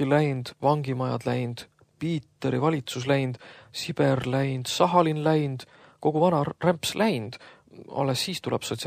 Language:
Estonian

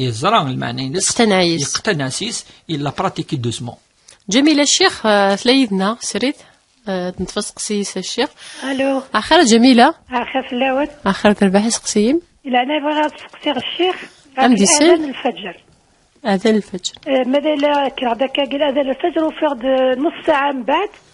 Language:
Kabyle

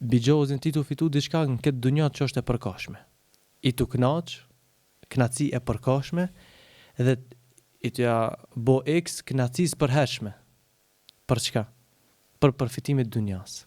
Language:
Albanian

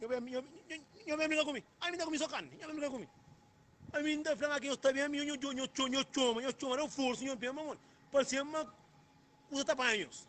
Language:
Kabuverdianu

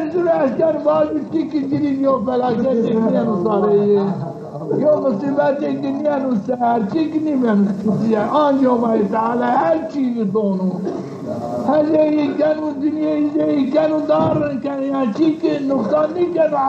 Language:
Zaza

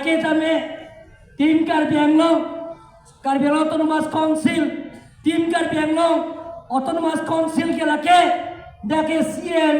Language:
Karbi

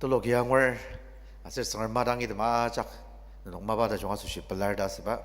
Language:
Ao Naga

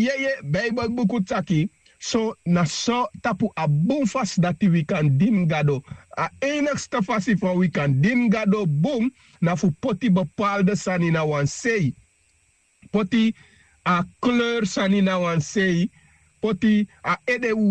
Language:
Sranan Tongo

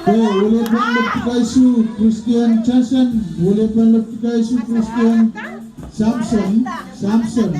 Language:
Pohnpeian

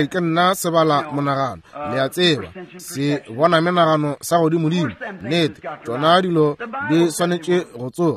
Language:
Northern Sotho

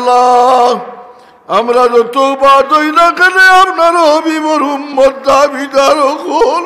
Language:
Sylheti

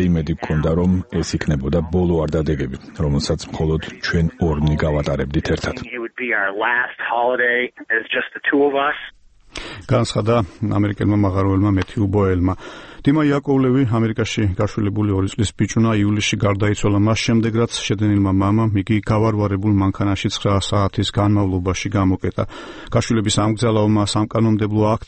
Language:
Georgian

